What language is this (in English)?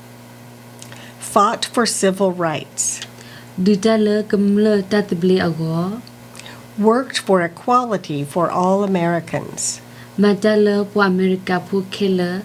S'gaw Karen